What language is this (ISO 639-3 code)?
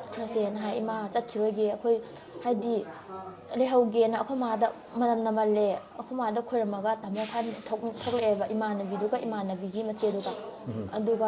mni